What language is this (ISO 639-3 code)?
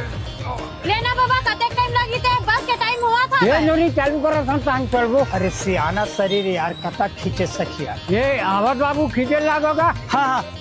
hne